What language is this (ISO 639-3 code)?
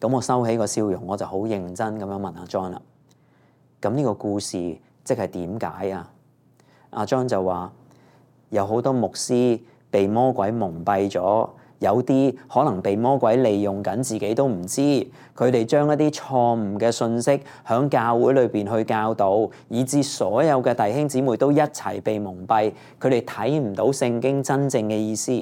yue